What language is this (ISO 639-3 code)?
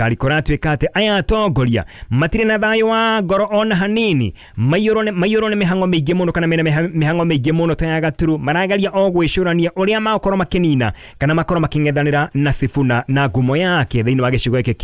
kik